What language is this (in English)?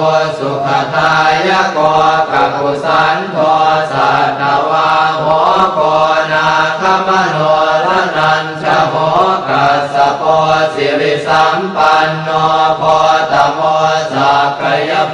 Pali